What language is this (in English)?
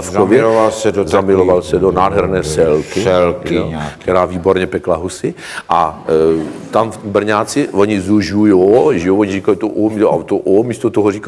Czech